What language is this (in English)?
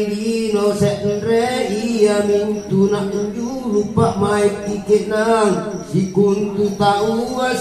Makasar